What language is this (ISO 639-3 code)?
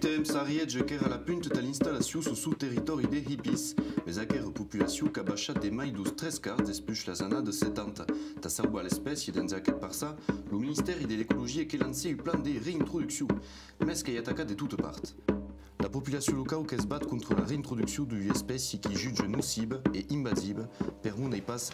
oci